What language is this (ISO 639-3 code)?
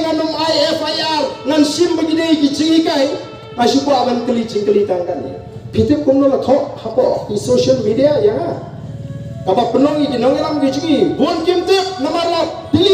kha